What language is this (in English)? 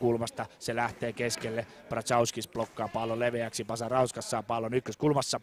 Finnish